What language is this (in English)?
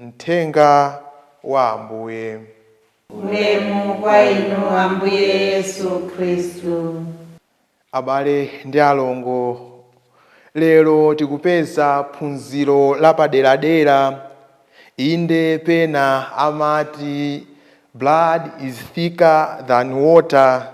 Nyanja